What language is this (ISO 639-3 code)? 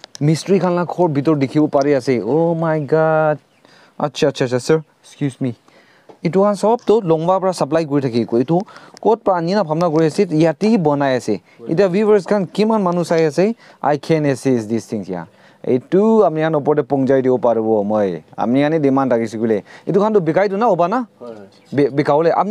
nag